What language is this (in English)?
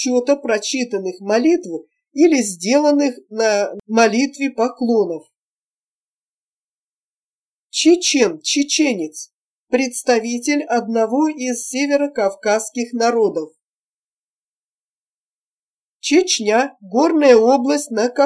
Russian